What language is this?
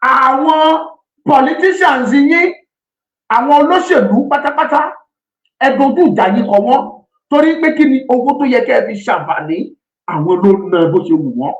Yoruba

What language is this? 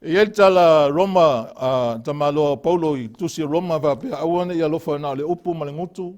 Samoan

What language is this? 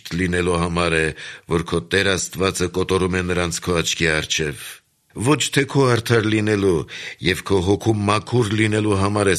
Armenian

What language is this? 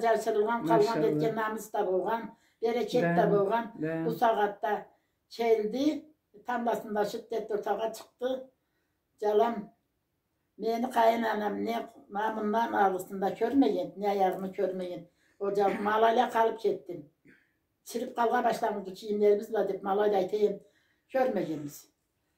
Karachay-Balkar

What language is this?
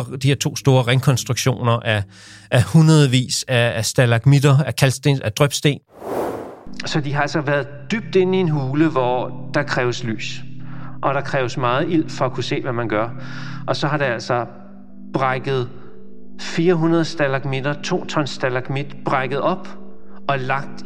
Danish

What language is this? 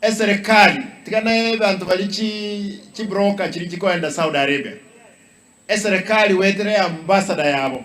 Gusii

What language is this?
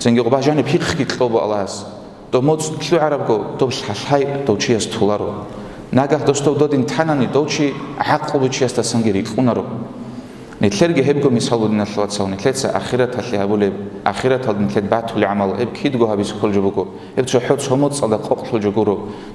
Avaric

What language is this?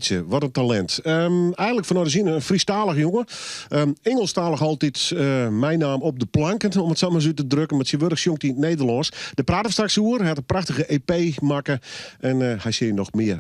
Western Frisian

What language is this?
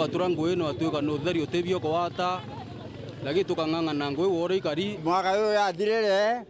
Meru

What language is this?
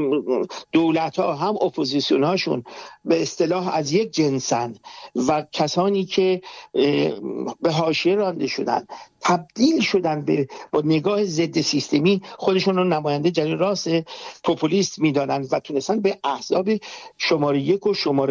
Persian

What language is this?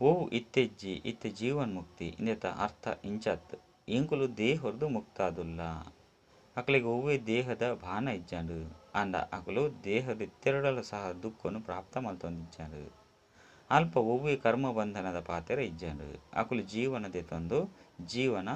Tulu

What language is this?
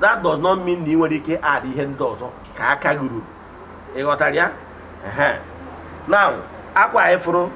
Igbo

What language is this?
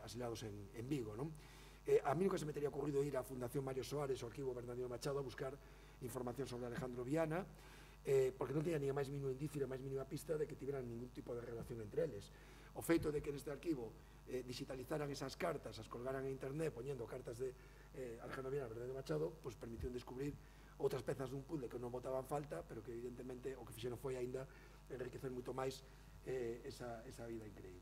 Galician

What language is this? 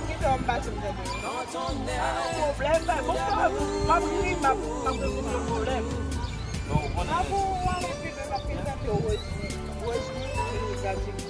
Haitian Creole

